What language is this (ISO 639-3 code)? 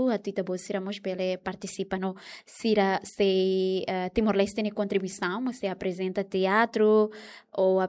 tet